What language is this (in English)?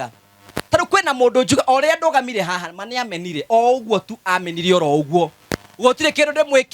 Kikuyu